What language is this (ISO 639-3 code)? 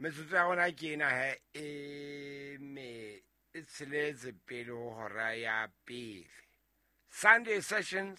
sot